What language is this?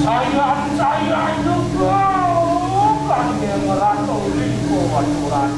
Balinese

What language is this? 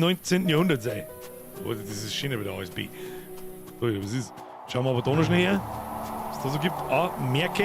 Bavarian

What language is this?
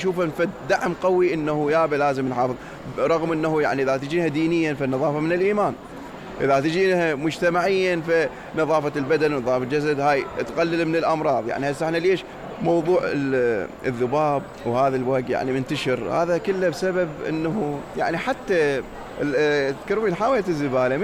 Mesopotamian Arabic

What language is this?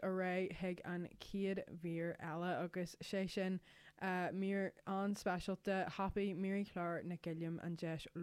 Irish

